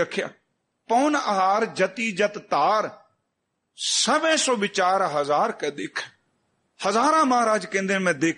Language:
Punjabi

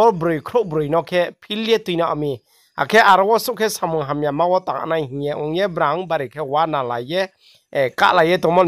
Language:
Riang (India)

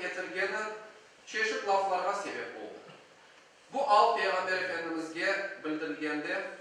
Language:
Crimean Tatar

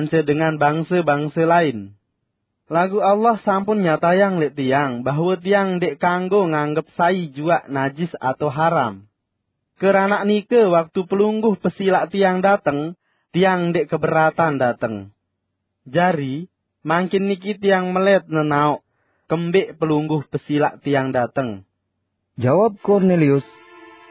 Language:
Sasak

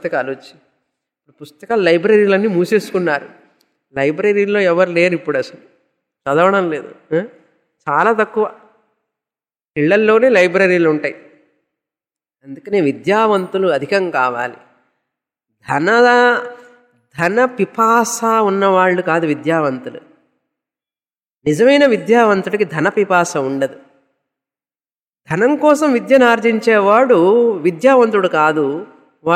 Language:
Telugu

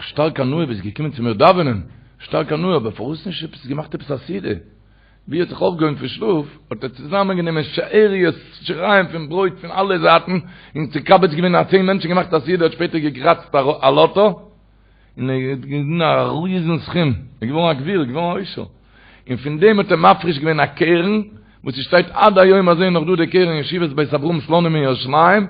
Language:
Yiddish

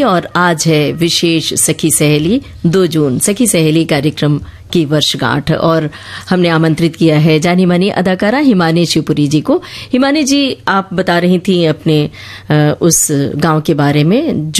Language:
Hindi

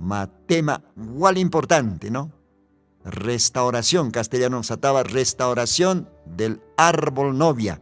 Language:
Aymara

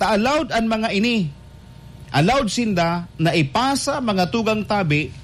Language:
Bikol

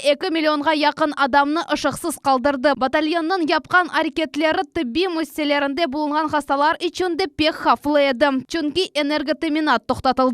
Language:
Crimean Tatar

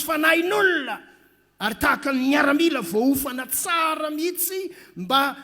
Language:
Malagasy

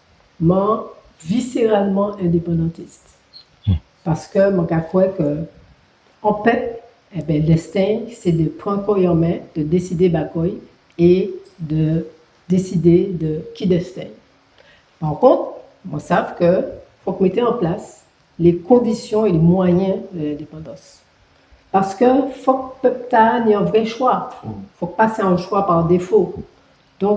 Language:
Guadeloupean Creole French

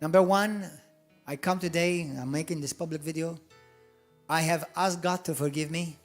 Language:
English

